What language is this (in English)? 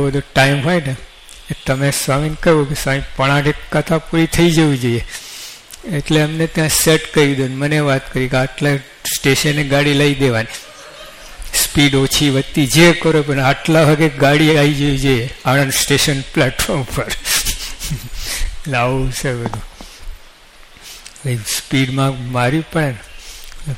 Gujarati